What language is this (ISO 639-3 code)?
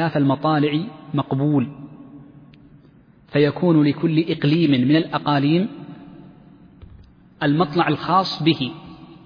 ara